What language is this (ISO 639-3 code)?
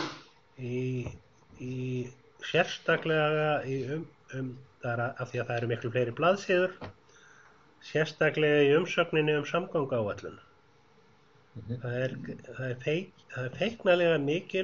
isl